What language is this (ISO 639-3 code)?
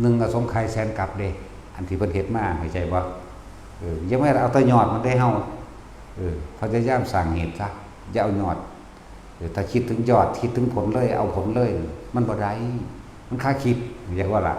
tts